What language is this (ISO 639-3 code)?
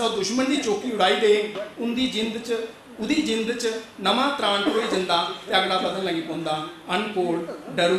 doi